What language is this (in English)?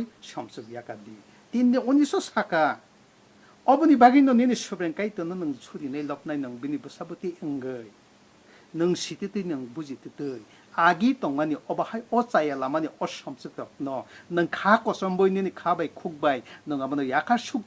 Kok Borok